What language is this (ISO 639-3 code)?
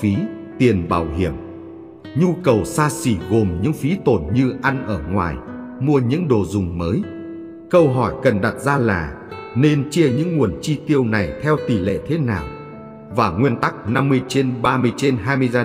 vie